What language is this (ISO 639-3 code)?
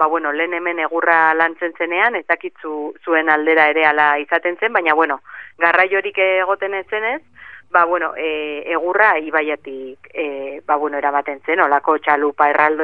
eus